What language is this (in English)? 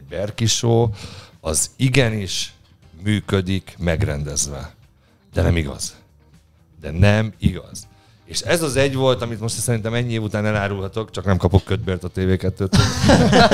Hungarian